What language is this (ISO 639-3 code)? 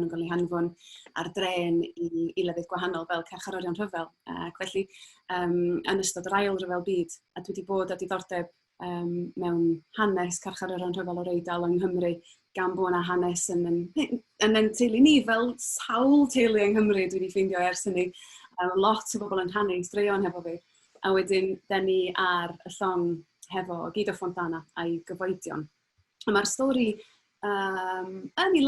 cym